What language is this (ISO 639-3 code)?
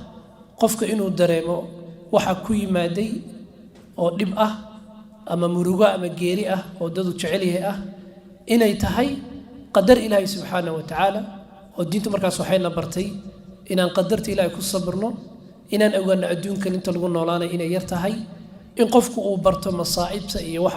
som